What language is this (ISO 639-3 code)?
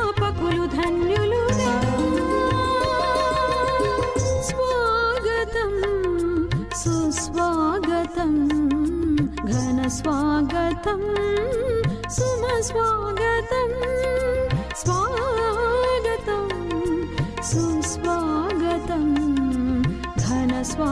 tel